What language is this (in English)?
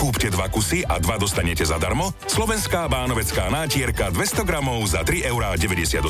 Slovak